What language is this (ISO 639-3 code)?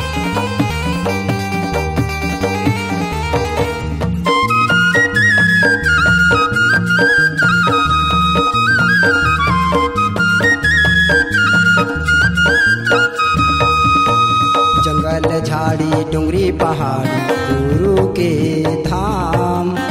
hne